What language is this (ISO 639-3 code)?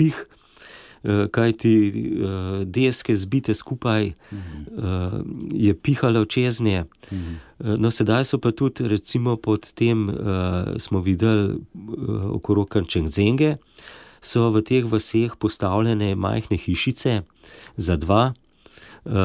slv